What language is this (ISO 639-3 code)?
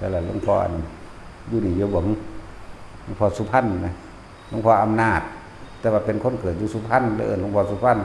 tts